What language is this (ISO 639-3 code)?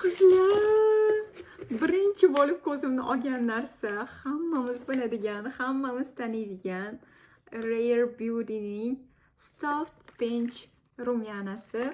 uzb